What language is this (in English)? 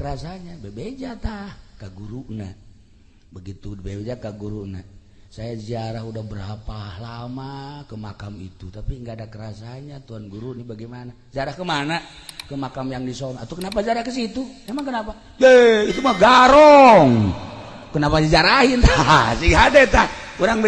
Sundanese